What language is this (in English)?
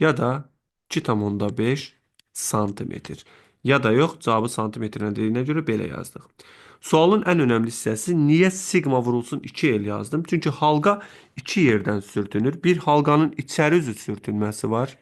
Azerbaijani